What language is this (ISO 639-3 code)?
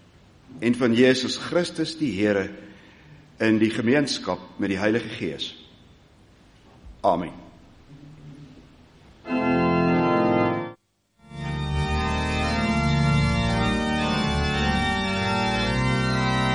afr